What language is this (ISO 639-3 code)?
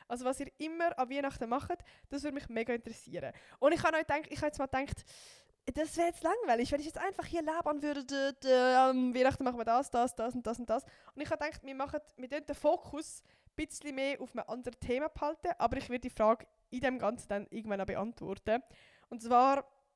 gsw